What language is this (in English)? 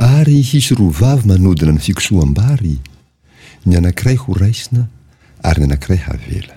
Malagasy